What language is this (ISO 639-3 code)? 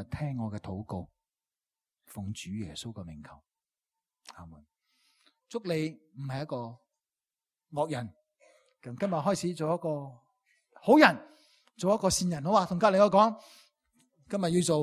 yue